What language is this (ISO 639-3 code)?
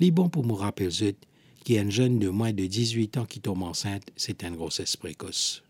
mfe